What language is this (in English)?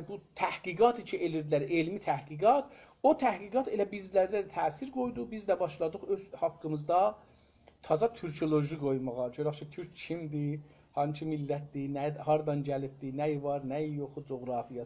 South Azerbaijani